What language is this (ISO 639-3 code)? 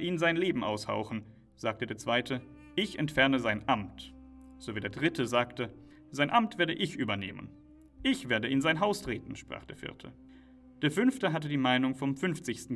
deu